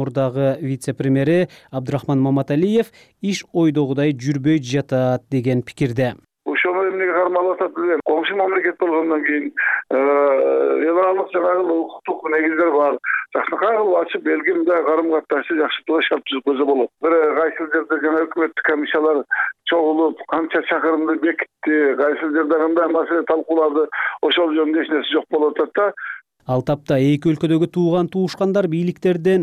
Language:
Kyrgyz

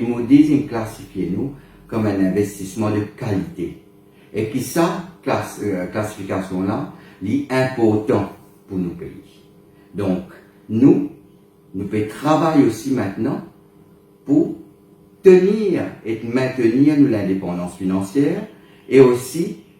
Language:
Morisyen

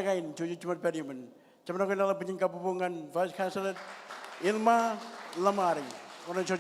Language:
Marshallese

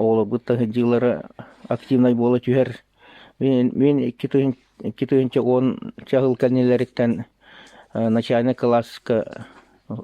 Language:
Yakut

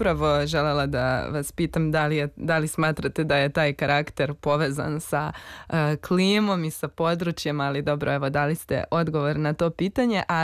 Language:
Serbian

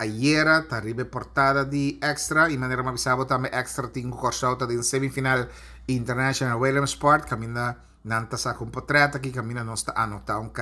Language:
Papiamento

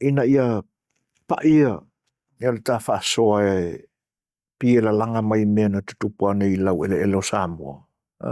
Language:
Samoan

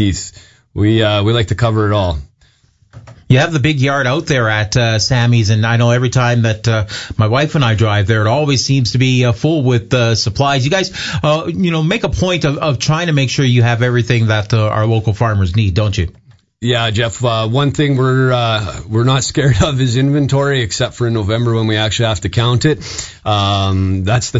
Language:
English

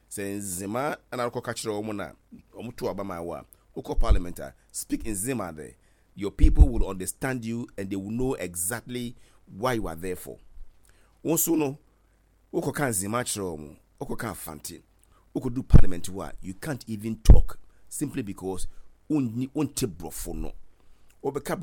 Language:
Akan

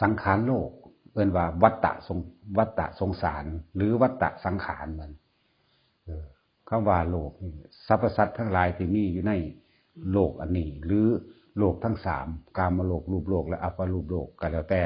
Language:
Northeastern Thai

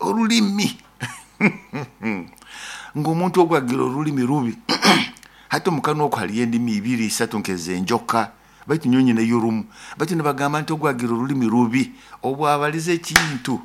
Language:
Nyoro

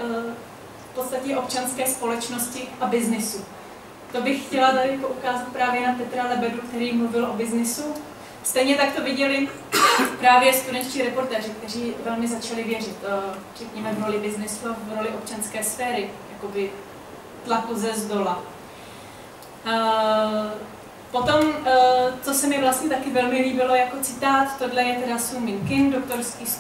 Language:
Czech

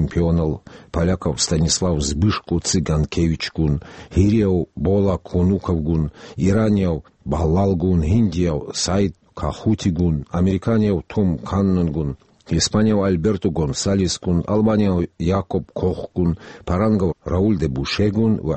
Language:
Avaric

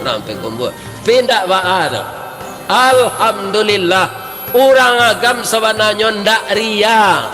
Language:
Minangkabau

